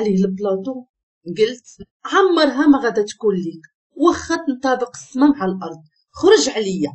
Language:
Moroccan Arabic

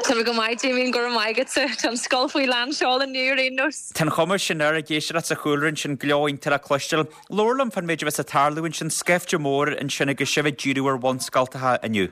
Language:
Irish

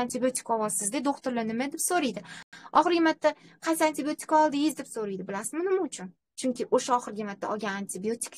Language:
Uzbek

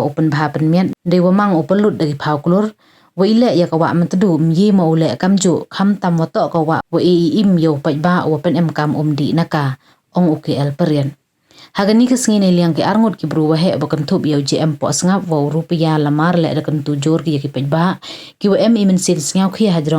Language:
Pnar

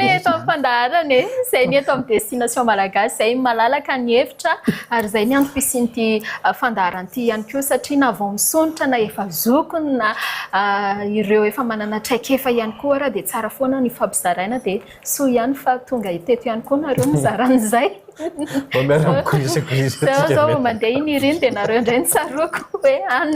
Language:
Malagasy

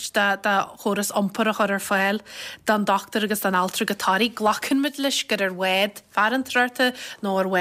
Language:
Irish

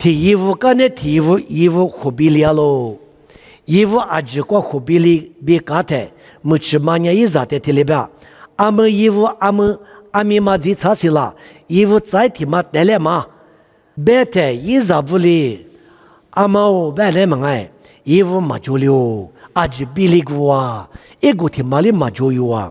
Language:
Lisu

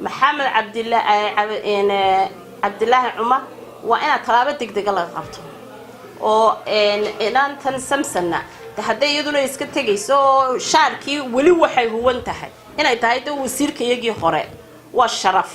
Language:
Somali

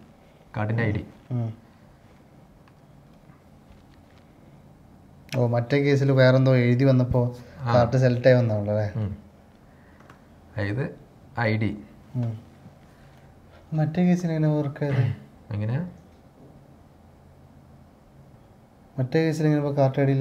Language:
Malayalam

